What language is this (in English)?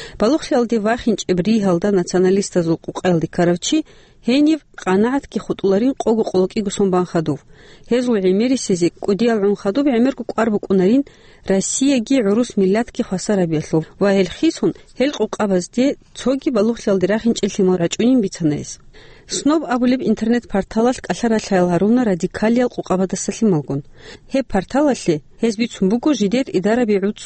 Avaric